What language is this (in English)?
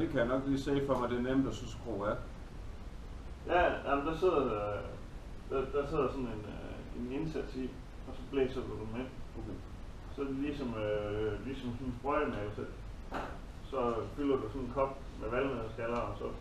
Danish